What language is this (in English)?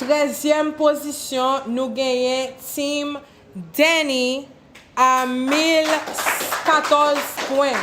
Haitian Creole